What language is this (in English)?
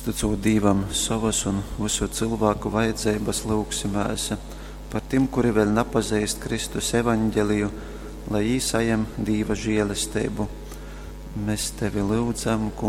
Latgalian